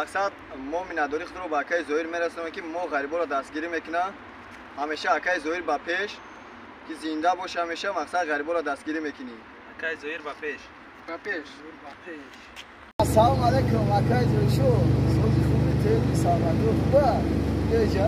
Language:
Tajik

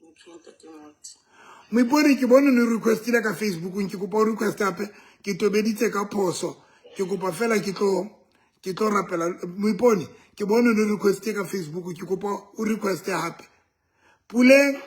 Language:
Southern Sotho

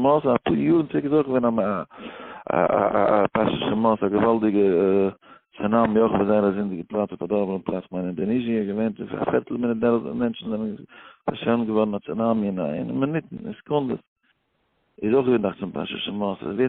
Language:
Yiddish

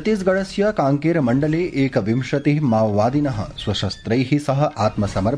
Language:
Sanskrit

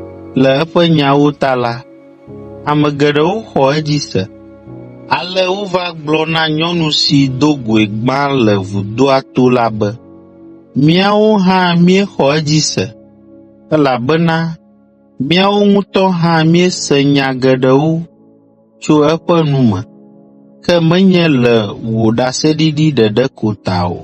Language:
Ewe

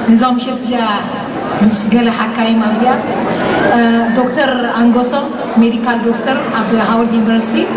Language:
Tigrinya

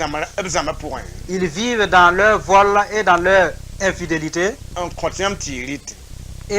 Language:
Mossi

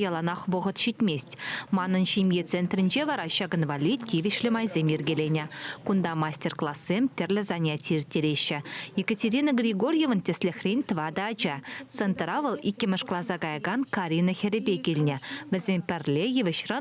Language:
Chuvash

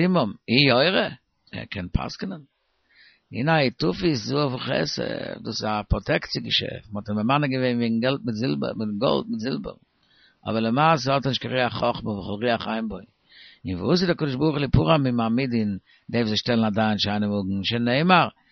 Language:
Yiddish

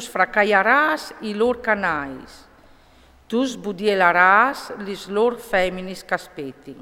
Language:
Friulian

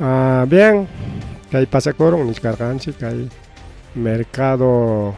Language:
Ayacucho Quechua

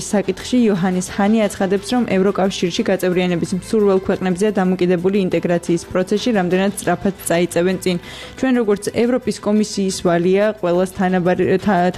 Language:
Georgian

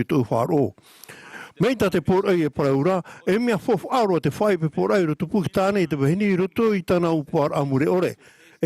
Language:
Tahitian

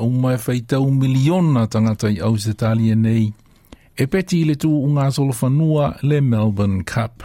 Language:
Samoan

